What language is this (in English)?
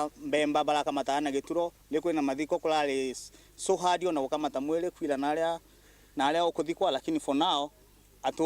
Meru